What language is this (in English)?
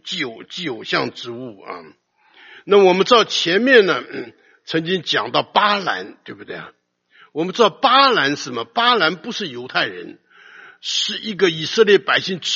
Chinese